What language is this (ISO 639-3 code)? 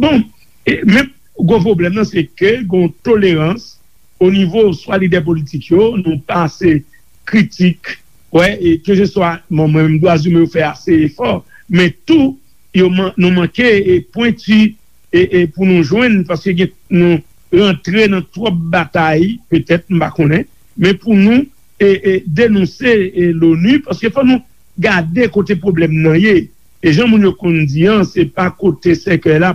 hat